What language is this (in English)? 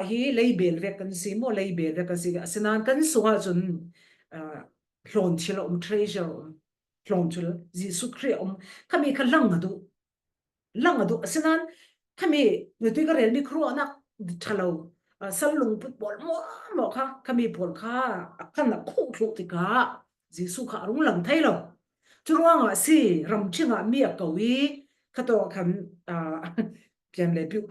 Falam Chin